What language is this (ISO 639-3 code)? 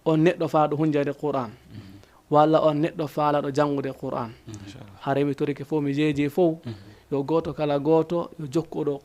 ful